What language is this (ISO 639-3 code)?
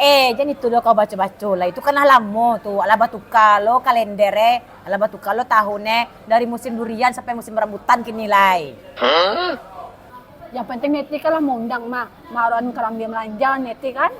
min